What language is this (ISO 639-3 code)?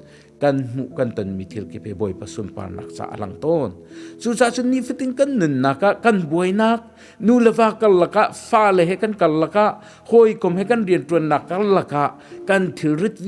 cnh